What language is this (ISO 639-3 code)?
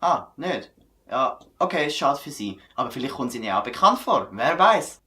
gsw